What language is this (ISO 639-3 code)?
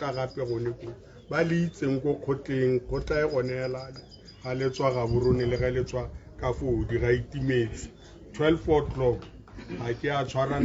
tsn